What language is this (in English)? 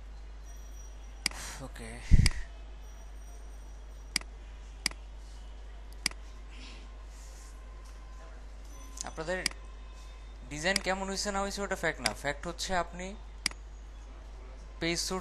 Bangla